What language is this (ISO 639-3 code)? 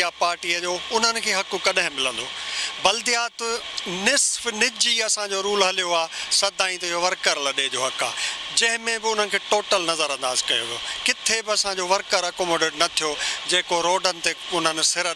snd